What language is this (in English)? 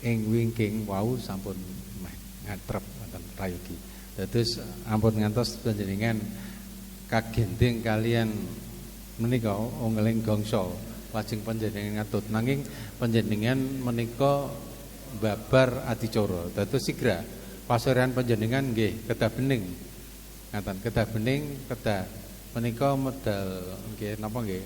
Javanese